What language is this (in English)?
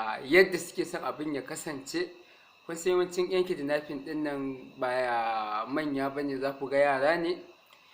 Hausa